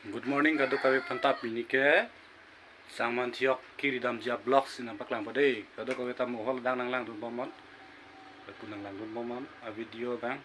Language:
Karbi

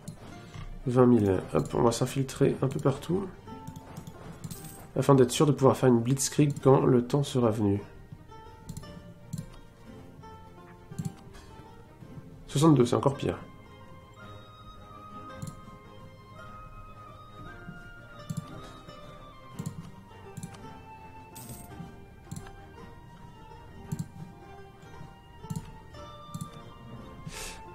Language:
French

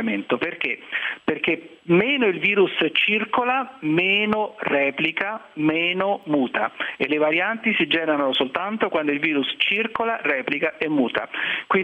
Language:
Italian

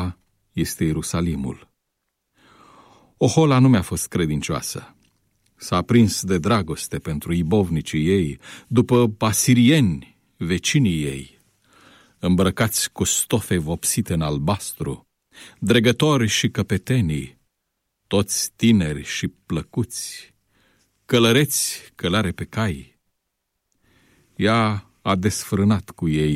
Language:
Romanian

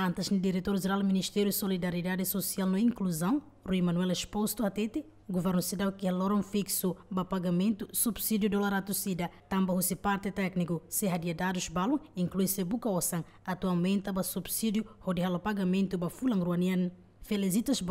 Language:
Tetum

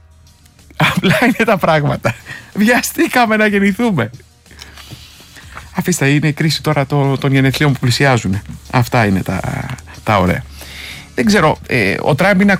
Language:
Greek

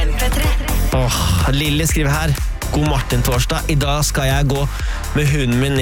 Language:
Norwegian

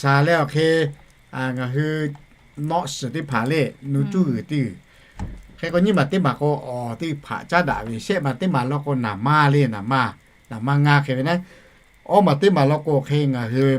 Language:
Lahu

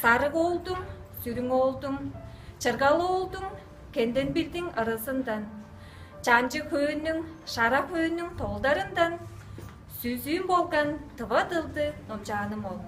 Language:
Tuvinian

